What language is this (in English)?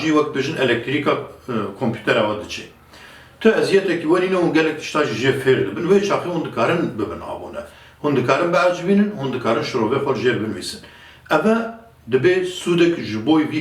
Kurdish